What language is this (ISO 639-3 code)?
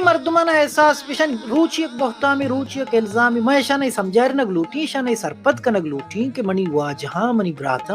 bal